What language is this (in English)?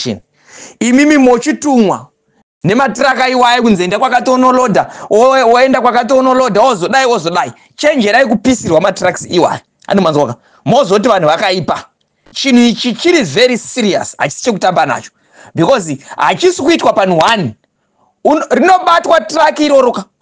Shona